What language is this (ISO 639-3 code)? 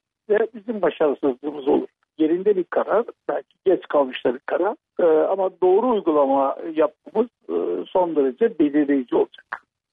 tur